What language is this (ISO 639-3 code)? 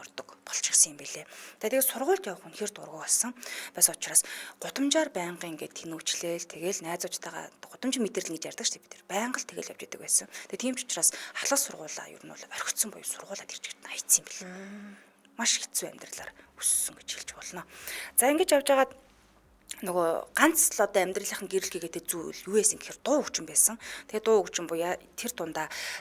mon